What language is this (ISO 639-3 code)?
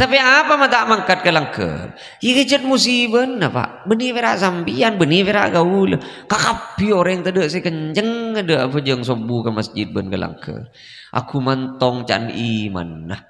mad